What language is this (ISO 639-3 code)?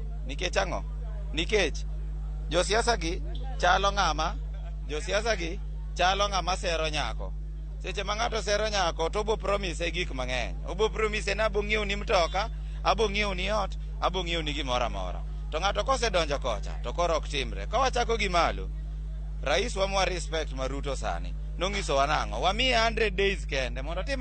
luo